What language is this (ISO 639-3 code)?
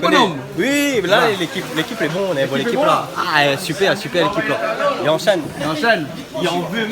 rcf